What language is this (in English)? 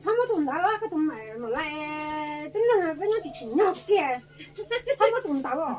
Hmong